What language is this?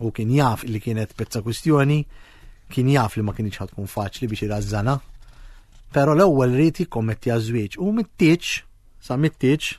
Maltese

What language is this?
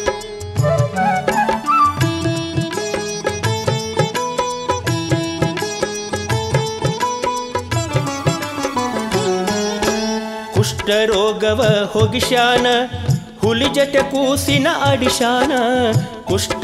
Kannada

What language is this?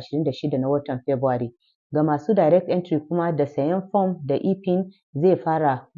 Hausa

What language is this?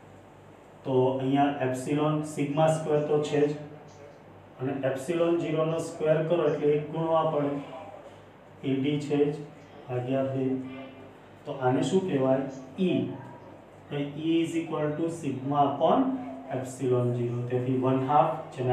Gujarati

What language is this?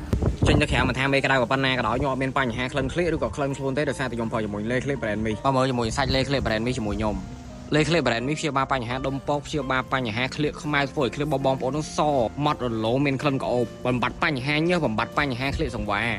Khmer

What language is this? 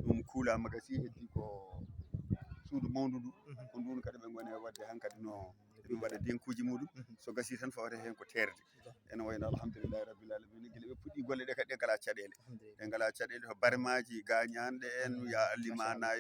Fula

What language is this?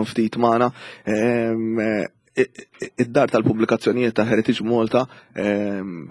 Maltese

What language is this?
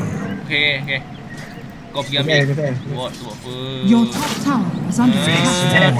Malay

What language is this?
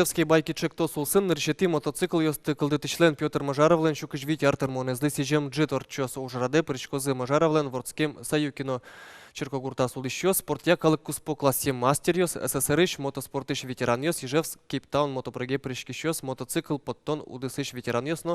Udmurt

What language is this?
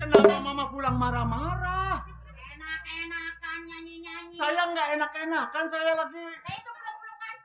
Betawi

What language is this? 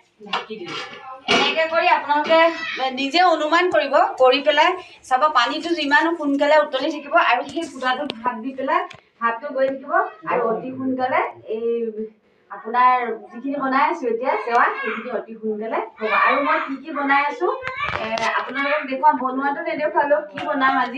Assamese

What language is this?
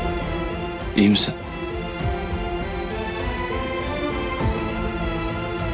Turkish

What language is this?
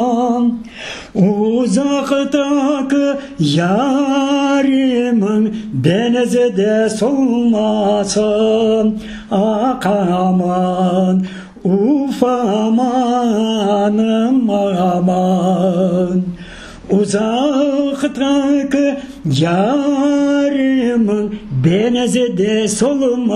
Crimean Tatar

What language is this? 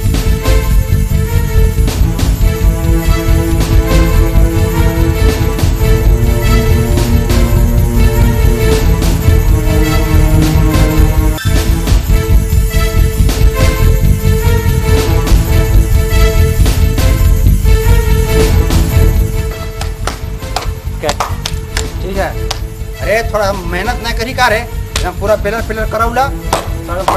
Bhojpuri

